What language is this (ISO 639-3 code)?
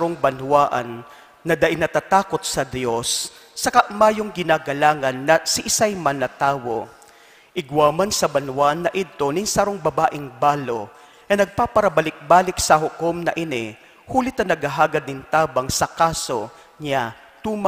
bik